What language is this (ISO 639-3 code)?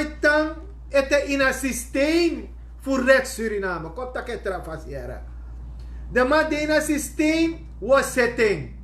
srn